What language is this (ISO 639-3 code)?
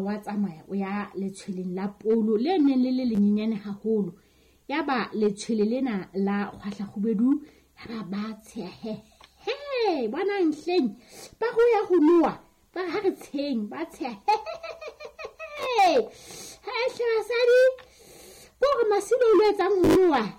sot